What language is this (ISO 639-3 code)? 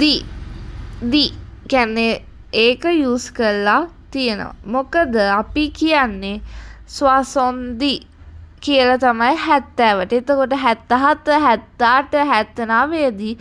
sin